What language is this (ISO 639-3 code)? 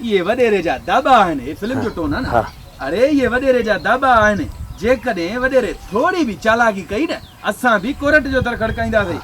snd